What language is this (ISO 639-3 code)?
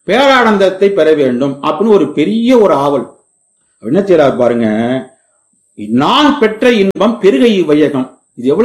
tam